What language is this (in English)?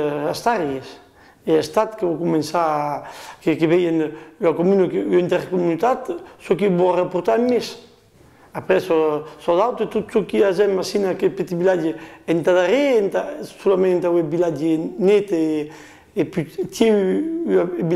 Occitan